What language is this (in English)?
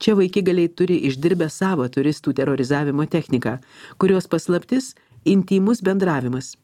Lithuanian